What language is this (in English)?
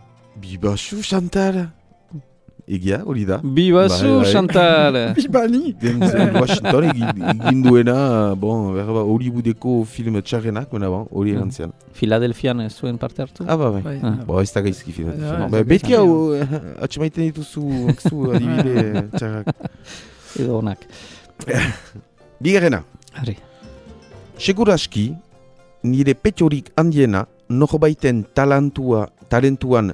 Basque